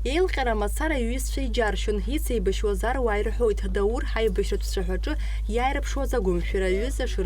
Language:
Abkhazian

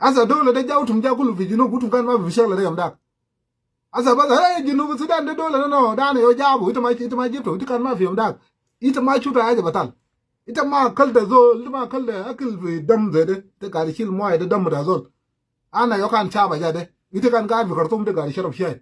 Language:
Sudanese Creole Arabic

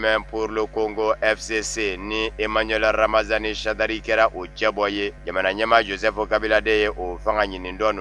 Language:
Bambara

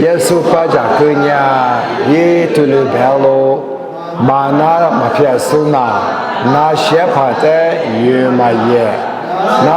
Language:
Lisu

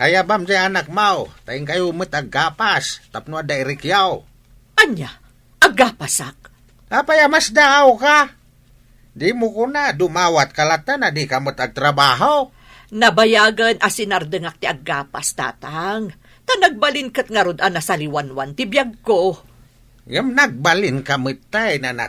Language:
Iloko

